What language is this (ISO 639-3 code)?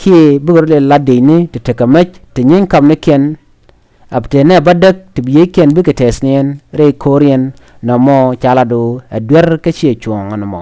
nus